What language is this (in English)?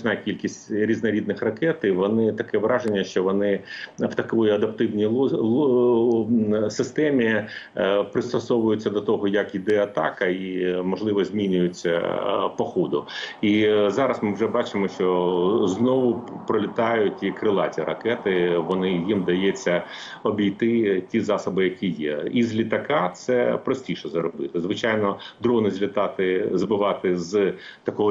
Ukrainian